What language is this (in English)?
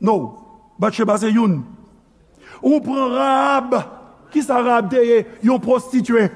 Haitian Creole